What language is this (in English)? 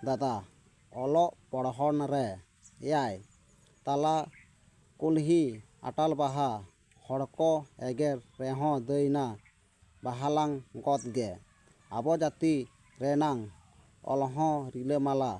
Santali